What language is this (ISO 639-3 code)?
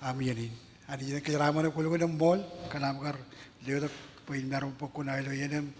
mah